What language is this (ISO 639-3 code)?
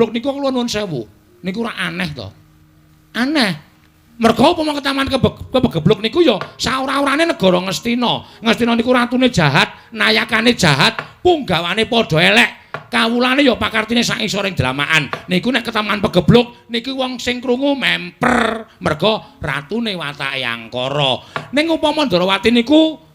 jav